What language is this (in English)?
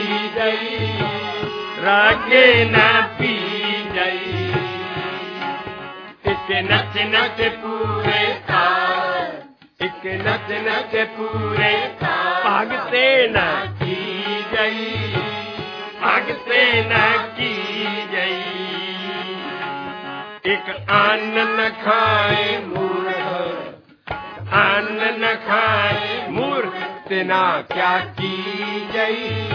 Punjabi